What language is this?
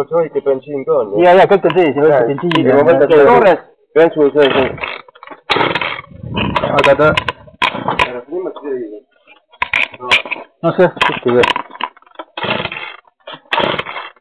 Estonian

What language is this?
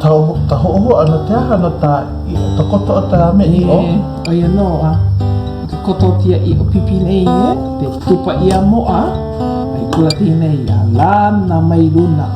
Hawaiian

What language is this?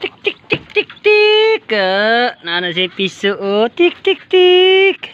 Cebuano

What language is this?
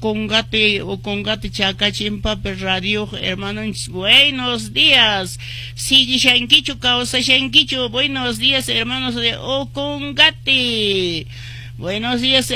Quechua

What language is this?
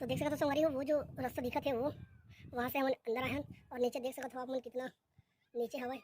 Chhattisgarhi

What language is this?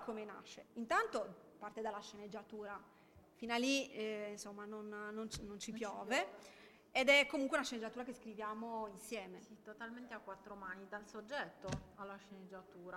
Italian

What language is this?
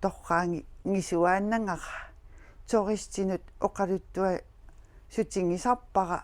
Kalaallisut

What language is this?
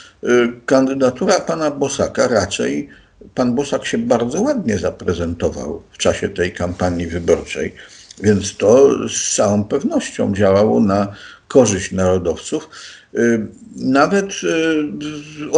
Polish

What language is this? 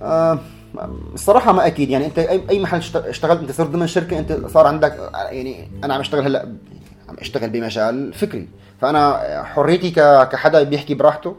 North Levantine Arabic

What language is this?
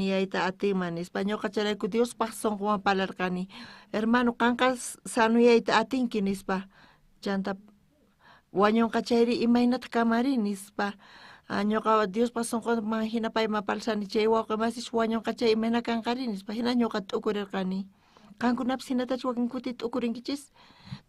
South Bolivian Quechua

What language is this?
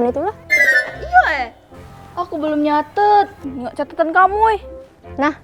Musi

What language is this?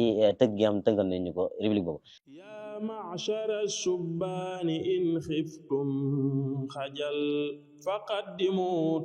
Wolof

